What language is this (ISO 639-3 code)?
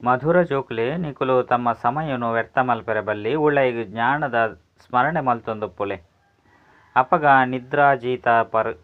tcy